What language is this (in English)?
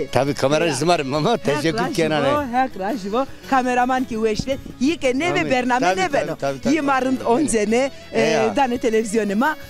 Zaza